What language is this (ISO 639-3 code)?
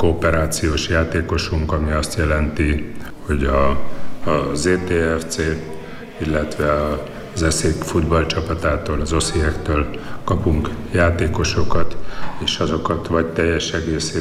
hun